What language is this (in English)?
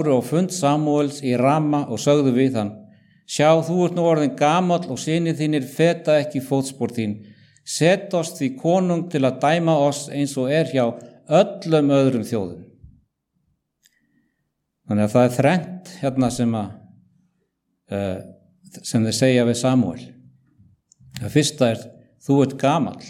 Icelandic